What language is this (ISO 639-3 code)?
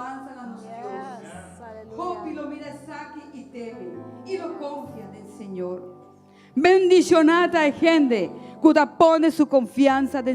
pap